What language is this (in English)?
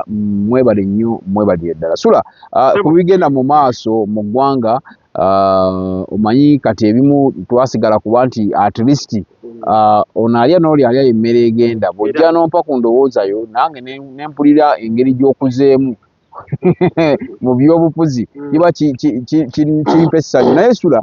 Ganda